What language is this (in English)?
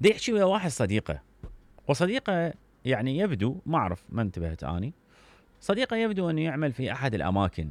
Mesopotamian Arabic